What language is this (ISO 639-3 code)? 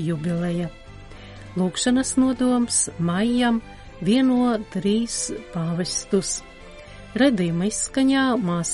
lav